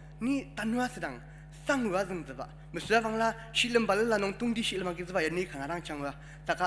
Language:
Ao Naga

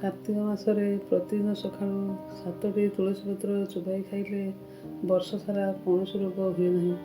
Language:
Odia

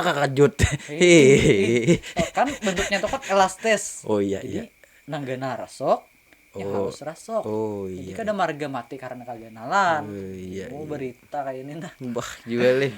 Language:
Banjar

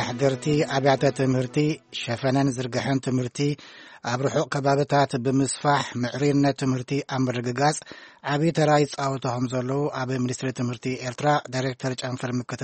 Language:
Tigrinya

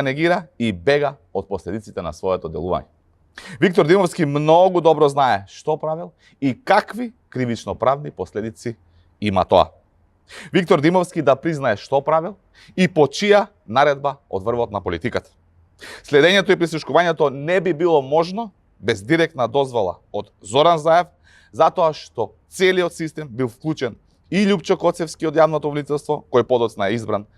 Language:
Macedonian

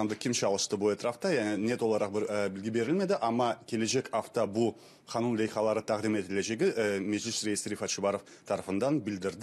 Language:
Crimean Tatar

